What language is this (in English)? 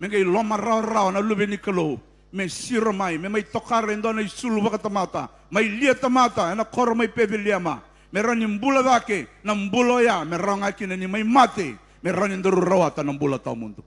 Fijian